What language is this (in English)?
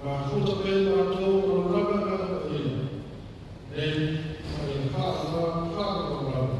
Samoan